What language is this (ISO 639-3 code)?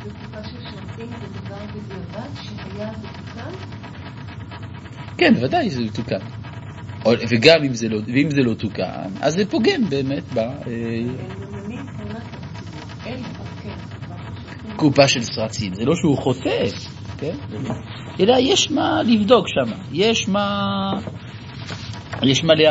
heb